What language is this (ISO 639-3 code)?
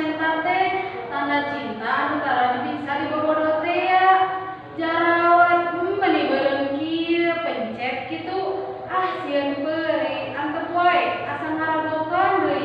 sun